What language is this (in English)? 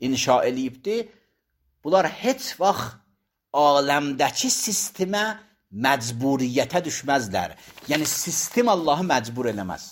Azerbaijani